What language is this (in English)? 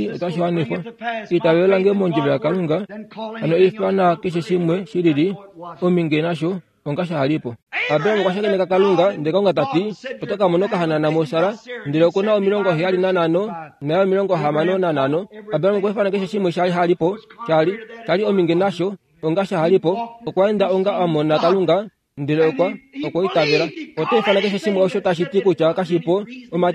Kuanyama